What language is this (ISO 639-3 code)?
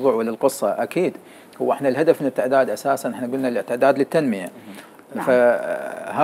acm